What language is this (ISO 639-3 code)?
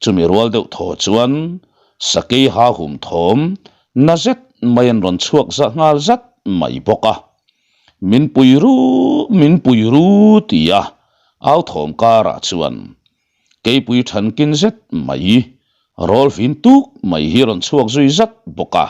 lus